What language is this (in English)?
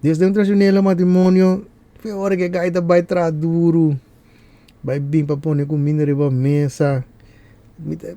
Papiamento